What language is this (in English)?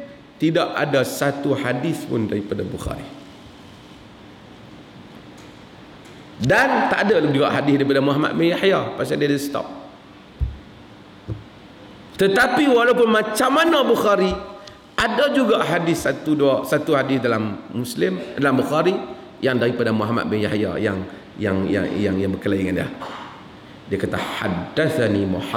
Malay